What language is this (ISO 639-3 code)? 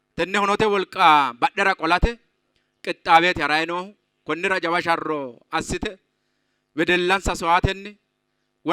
sid